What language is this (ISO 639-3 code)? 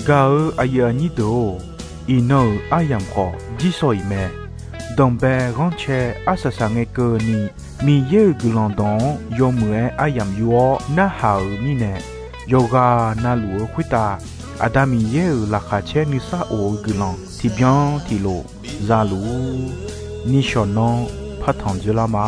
ahk